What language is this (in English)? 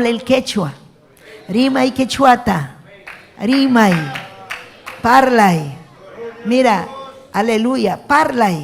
Ayacucho Quechua